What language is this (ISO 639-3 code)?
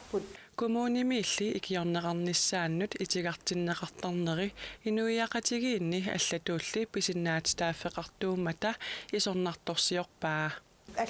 kal